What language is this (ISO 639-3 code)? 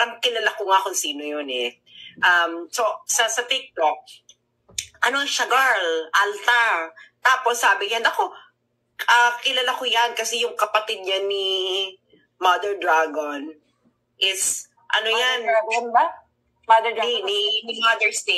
fil